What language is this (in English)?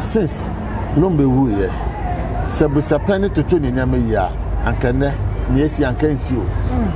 Akan